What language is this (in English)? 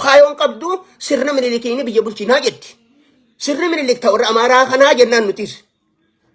Oromo